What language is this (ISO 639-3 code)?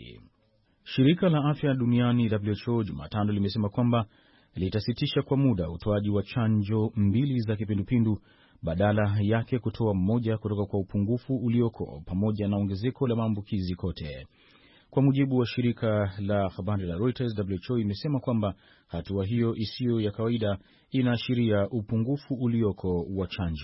swa